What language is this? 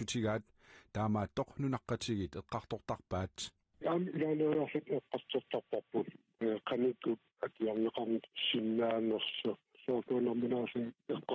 Kalaallisut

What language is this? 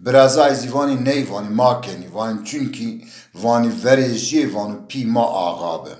Zaza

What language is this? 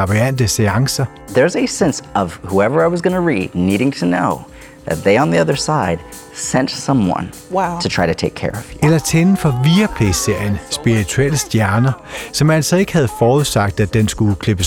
Danish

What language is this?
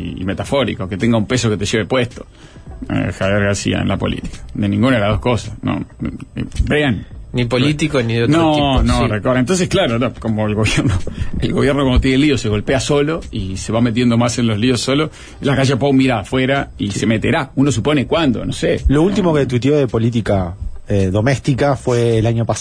Spanish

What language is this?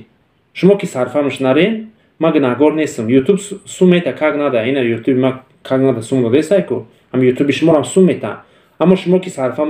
Tajik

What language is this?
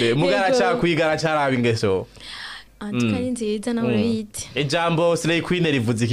Rundi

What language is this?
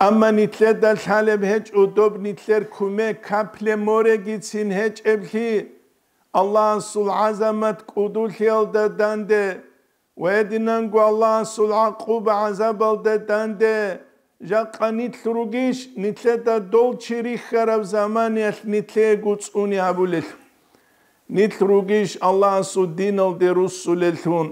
Avaric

